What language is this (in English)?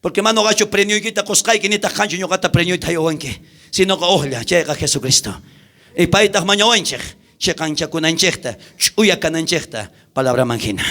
South Bolivian Quechua